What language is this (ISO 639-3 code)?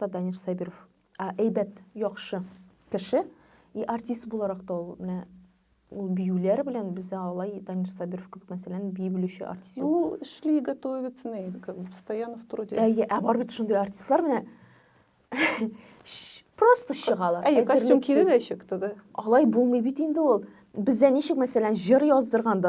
tat